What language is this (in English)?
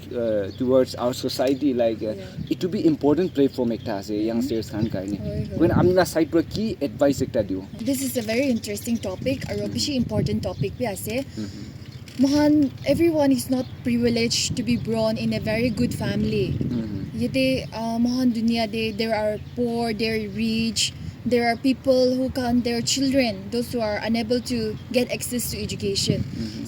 Naga Pidgin